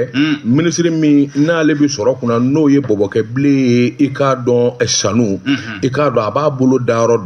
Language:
Bambara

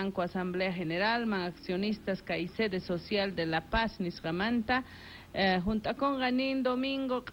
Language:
Quechua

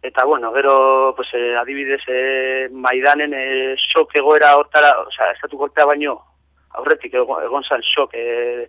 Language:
Basque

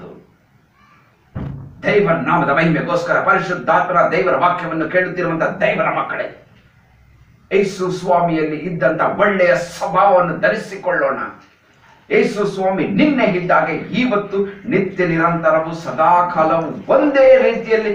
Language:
Kannada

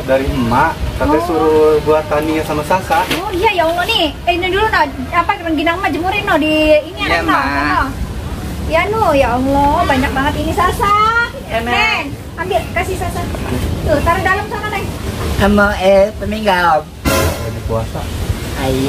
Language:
Betawi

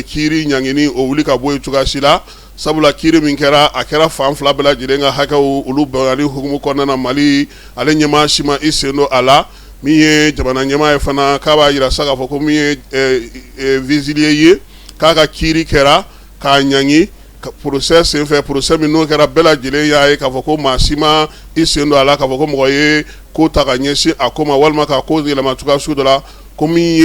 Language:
Bambara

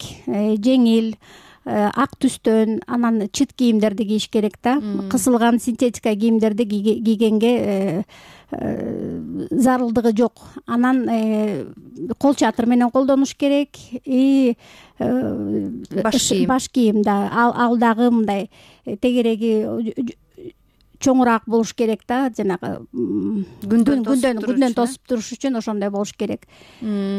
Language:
Kyrgyz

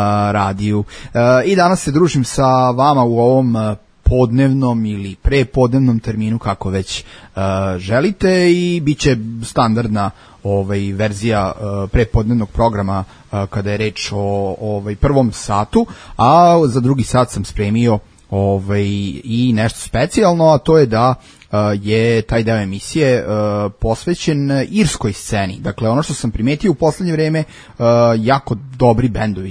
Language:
Serbian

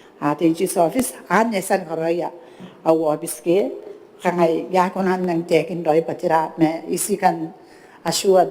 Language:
Gilbertese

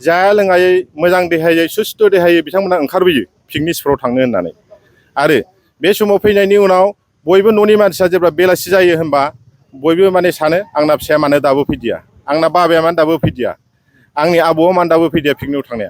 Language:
Bodo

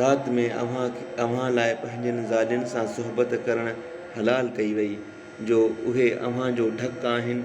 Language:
Sindhi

